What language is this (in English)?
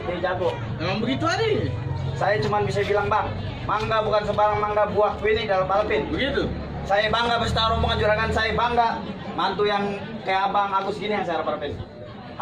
Betawi